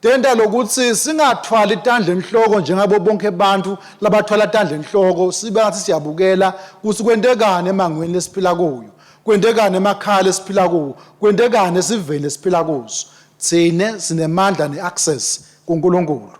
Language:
Swati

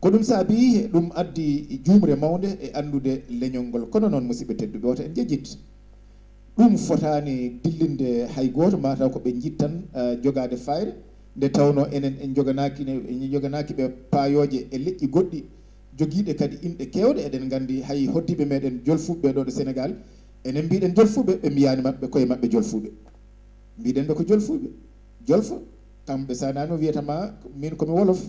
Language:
Fula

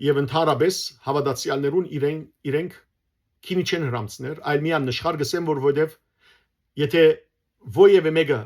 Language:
Western Armenian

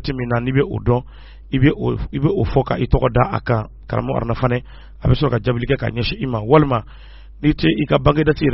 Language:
Bambara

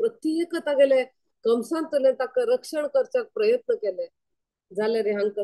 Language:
Konkani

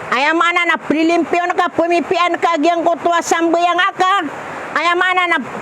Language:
Maranao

